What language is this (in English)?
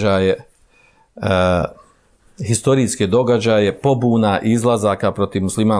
Bosnian